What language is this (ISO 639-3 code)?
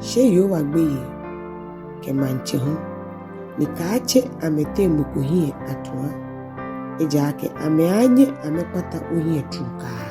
gaa